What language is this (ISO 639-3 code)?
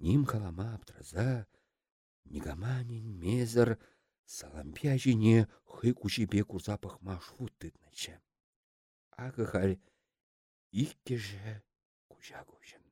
chv